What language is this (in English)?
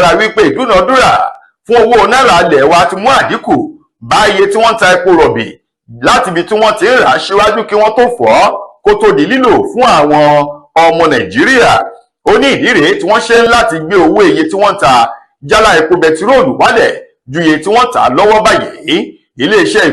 Yoruba